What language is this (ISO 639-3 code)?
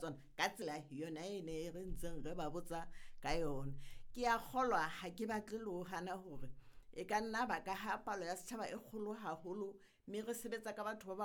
sot